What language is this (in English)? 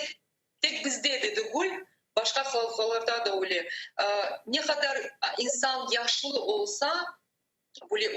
Crimean Tatar